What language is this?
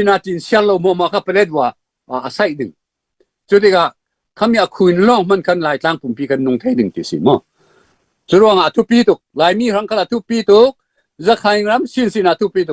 Falam Chin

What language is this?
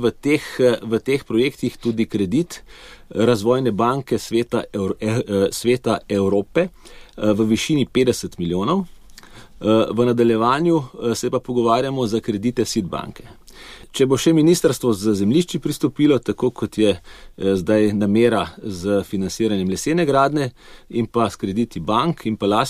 Slovenian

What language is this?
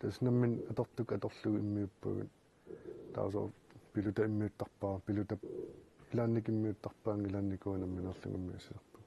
Kalaallisut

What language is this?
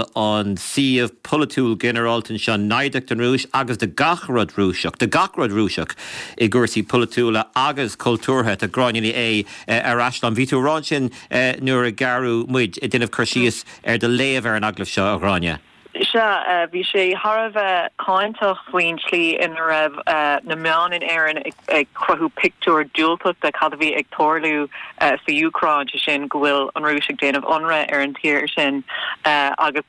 Irish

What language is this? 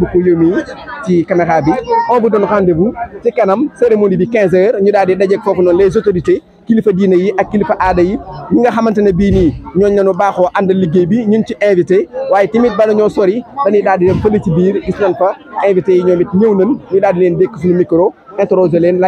Wolof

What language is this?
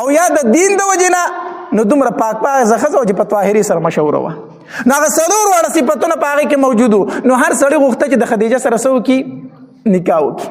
Pashto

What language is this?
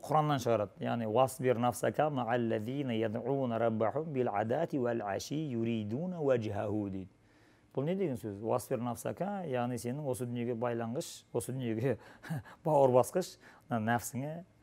Kazakh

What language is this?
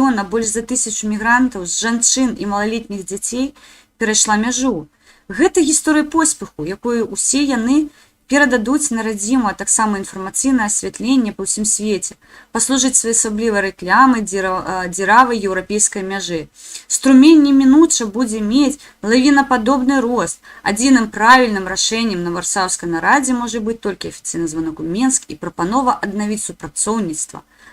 Belarusian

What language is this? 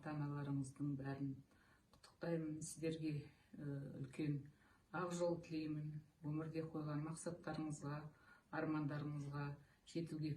Kazakh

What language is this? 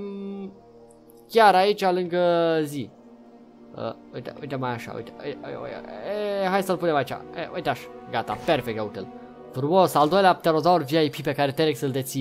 Romanian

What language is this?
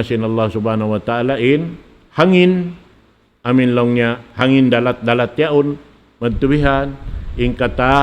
Tausug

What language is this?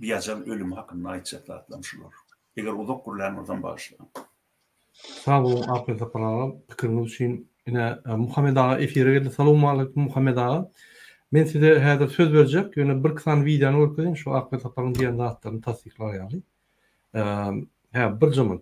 Turkmen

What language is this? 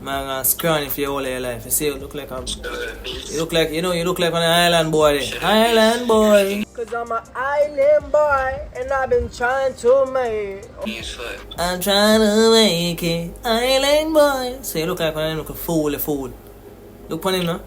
Jamaican Creole English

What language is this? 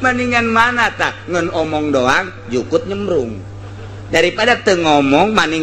Sundanese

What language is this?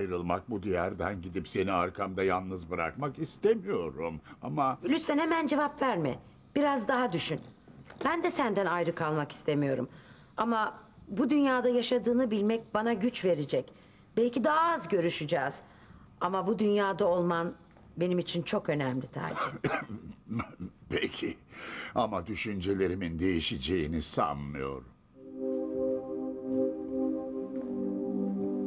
Turkish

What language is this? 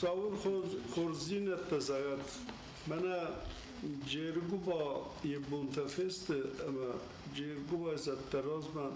Ossetic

